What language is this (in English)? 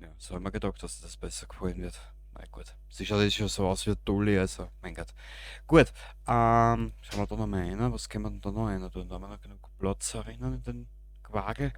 Bavarian